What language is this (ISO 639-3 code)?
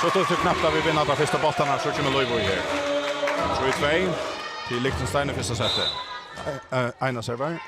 fao